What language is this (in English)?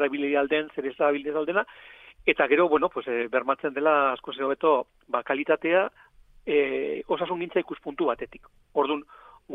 Basque